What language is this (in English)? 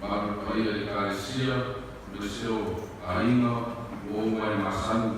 Samoan